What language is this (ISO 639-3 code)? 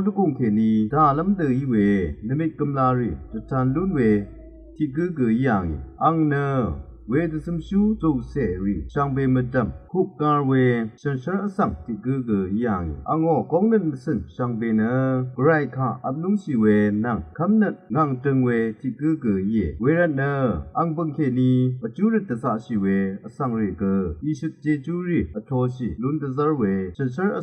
raw